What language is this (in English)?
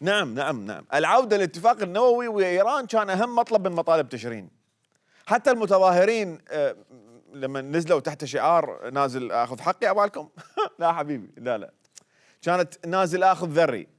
Mesopotamian Arabic